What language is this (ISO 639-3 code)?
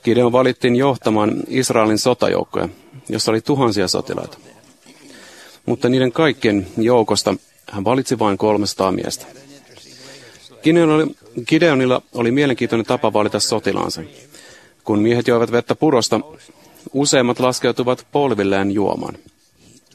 fin